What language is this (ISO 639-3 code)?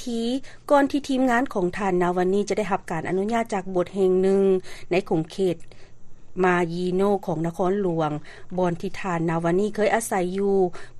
lao